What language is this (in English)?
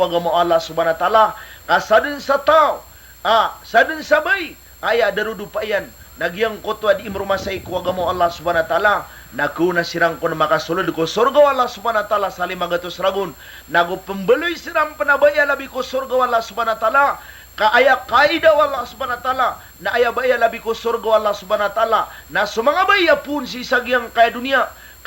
Maranao